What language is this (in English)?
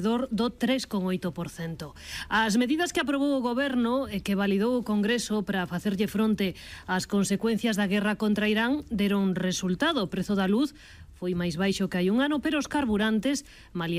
Galician